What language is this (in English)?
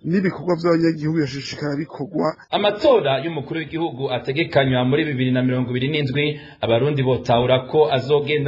Rundi